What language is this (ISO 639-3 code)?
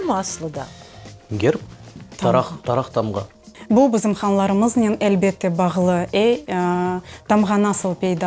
crh